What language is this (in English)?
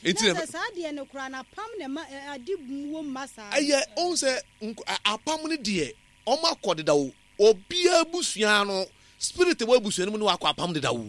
Akan